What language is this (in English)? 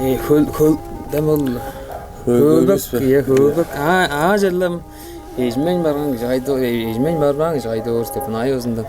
Tuvinian